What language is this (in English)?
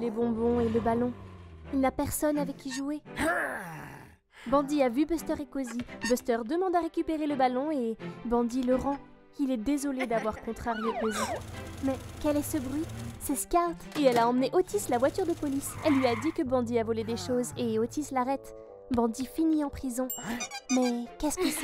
French